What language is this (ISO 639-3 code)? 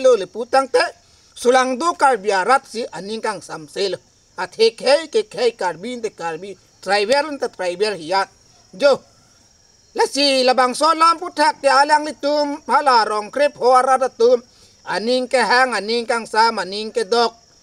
mjw